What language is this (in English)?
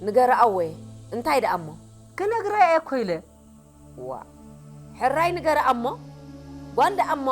Tigrinya